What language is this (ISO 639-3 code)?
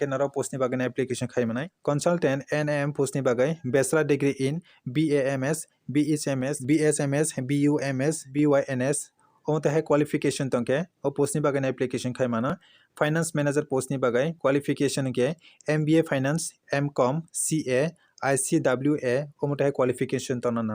trp